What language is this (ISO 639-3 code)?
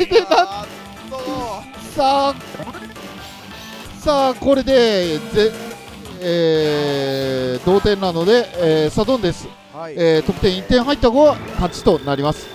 jpn